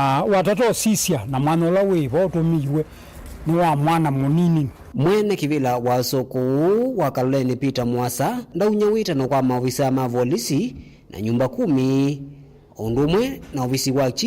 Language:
Kamba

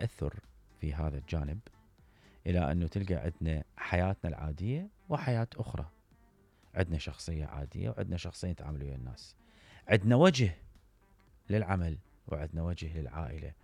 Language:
Mesopotamian Arabic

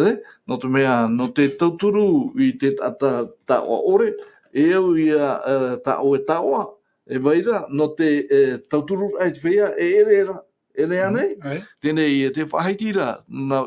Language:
Tahitian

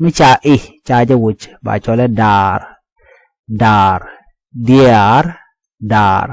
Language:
Nuer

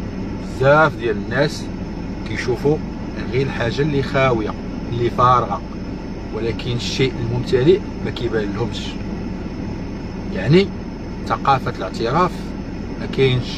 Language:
Moroccan Arabic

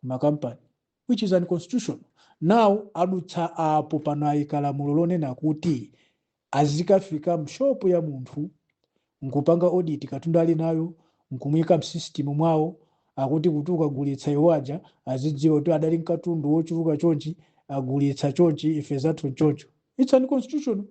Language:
Nyanja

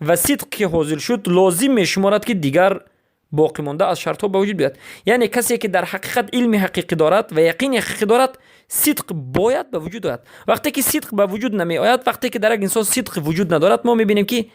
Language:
Persian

